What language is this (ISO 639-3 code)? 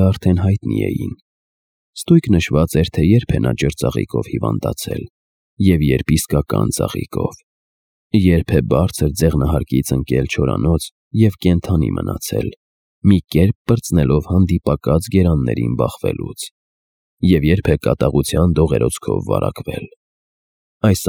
hye